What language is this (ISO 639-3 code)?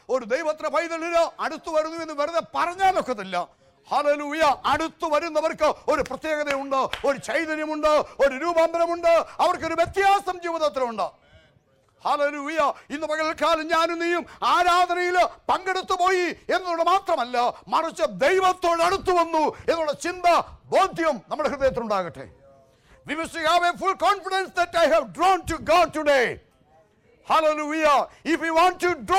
mal